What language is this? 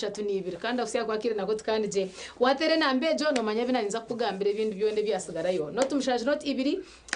Nyankole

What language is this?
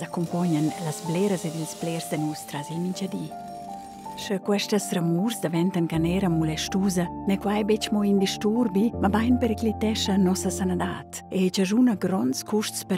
Romansh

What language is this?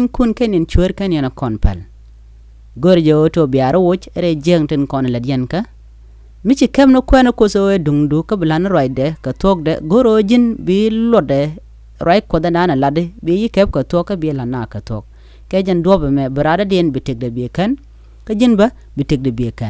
Nuer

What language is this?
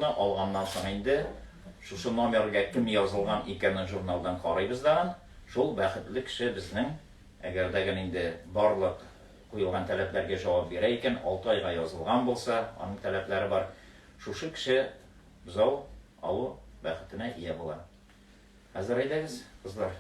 Tatar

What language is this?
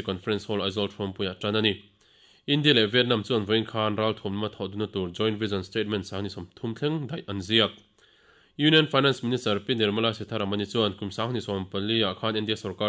Mizo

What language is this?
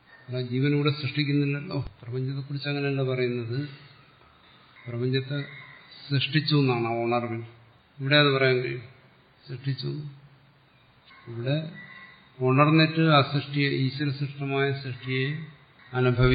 Malayalam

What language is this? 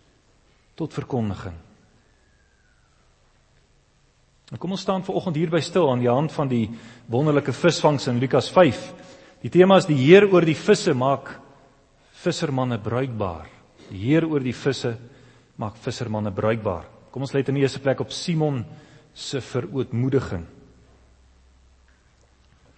Afrikaans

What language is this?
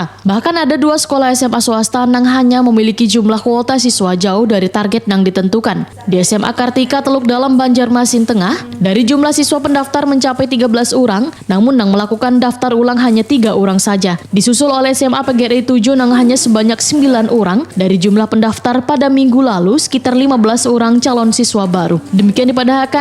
Banjar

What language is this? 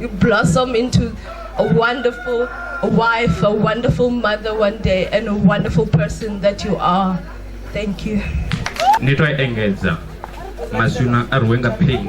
Venda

